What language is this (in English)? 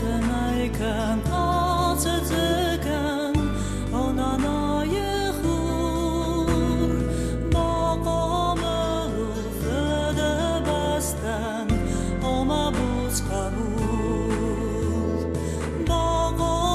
Ossetic